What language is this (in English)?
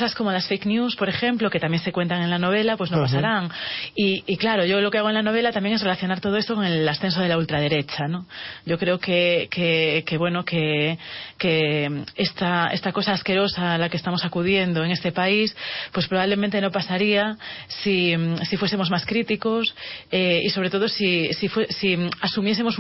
Spanish